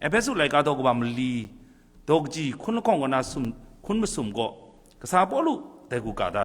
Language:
Kachin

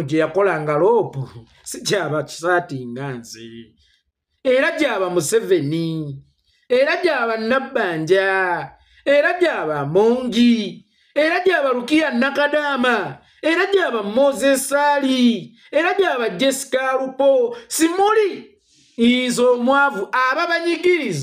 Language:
Ganda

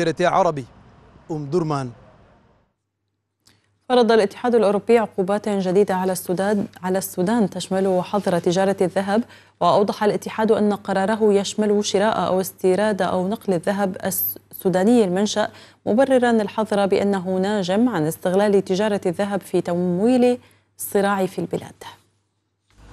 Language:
Arabic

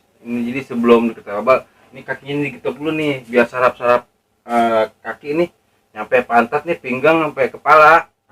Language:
Betawi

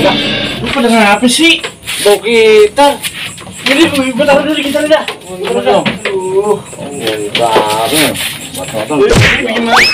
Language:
Betawi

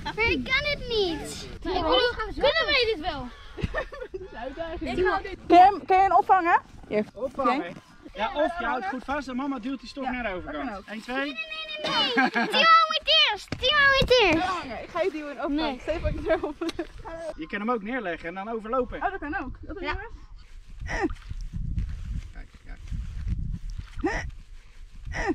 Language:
Dutch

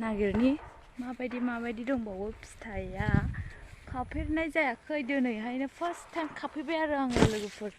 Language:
Bodo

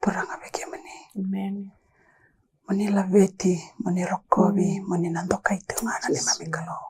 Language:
Fijian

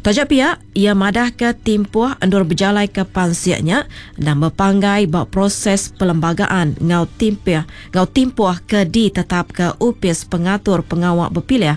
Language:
Iban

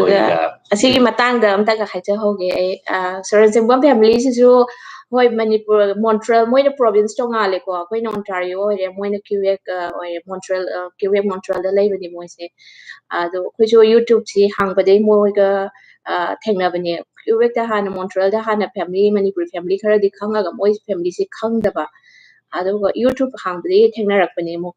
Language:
Manipuri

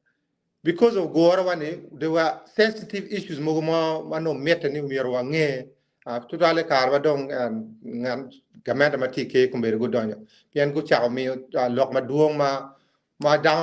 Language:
Acoli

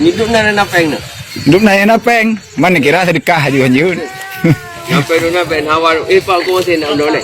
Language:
Achinese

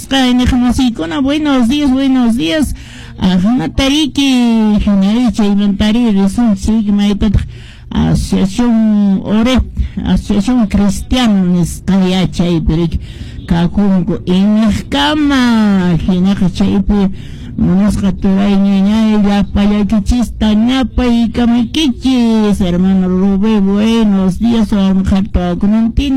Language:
Quechua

